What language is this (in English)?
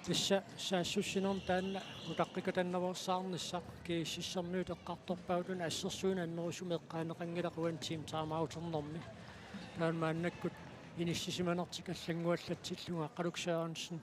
Kalaallisut